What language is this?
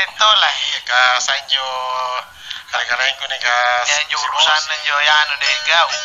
Makasar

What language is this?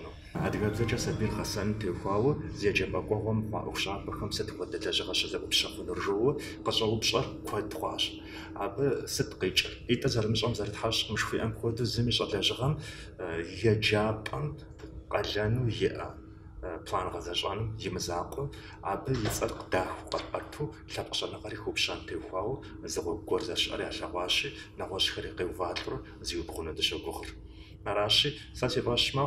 Kabardian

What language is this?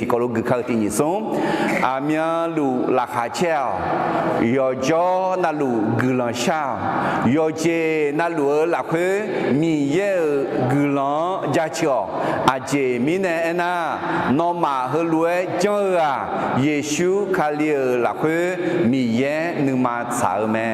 Akha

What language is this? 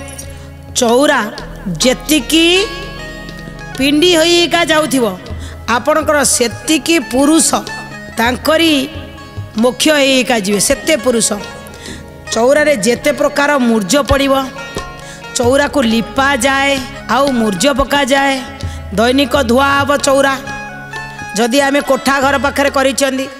Odia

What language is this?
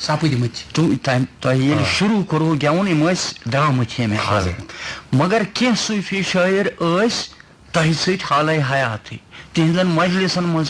Kashmiri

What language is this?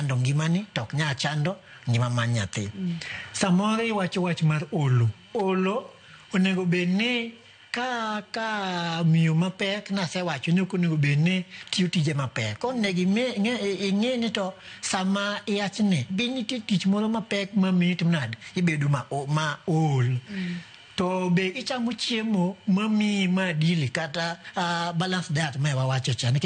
Luo (Kenya and Tanzania)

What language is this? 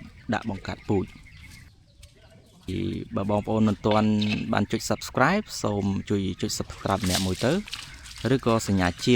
Khmer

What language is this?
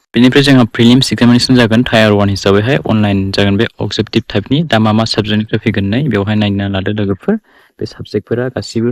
Bodo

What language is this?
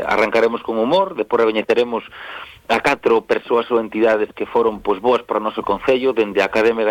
Galician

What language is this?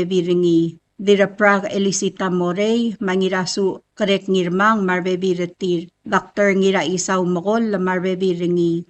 Palauan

